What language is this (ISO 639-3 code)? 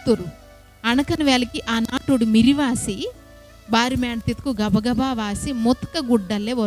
kff